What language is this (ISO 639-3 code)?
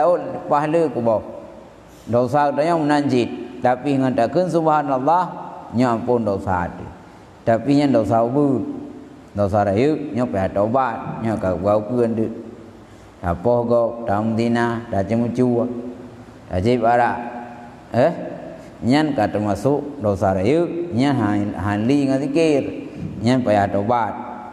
ace